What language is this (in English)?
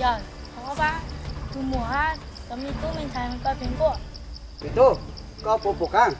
Hmong